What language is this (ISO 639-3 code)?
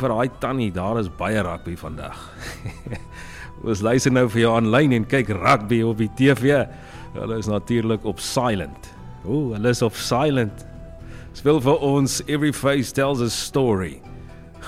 afr